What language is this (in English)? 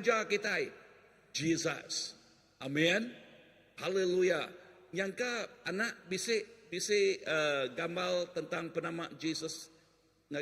Iban